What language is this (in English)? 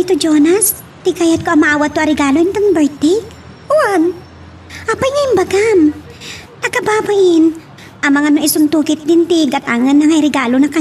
Iloko